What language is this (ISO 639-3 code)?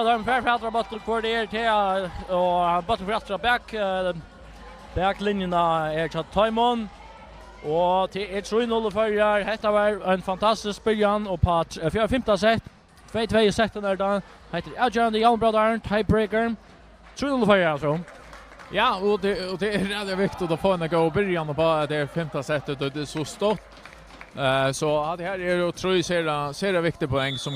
fao